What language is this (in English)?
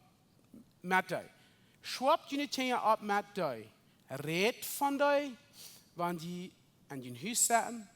Plautdietsch